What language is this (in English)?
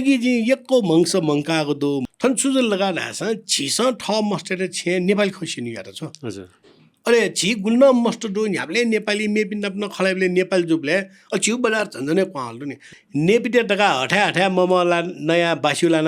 Newari